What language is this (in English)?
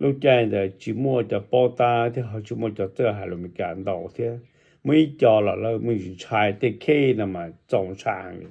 Hmong